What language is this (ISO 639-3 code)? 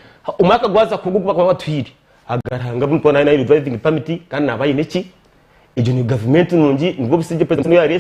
nyn